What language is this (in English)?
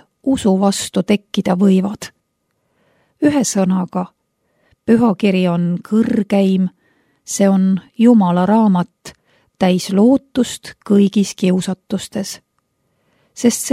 Estonian